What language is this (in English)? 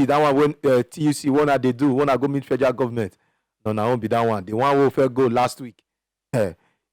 Nigerian Pidgin